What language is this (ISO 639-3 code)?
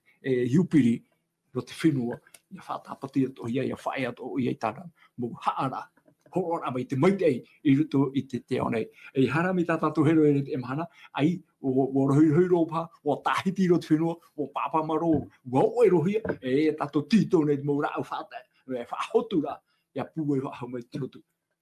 tah